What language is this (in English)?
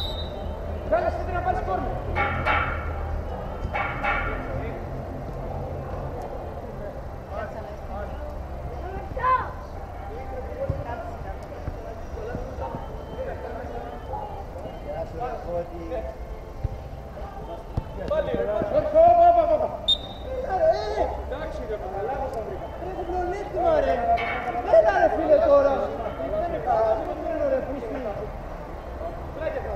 Greek